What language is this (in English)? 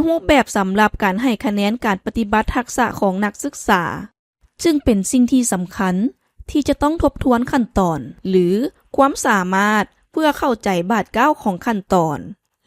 Lao